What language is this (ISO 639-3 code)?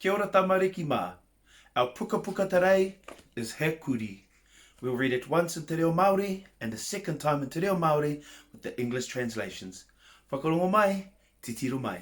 mri